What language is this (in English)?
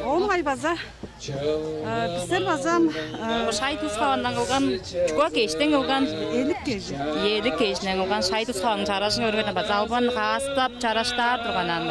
Tuvinian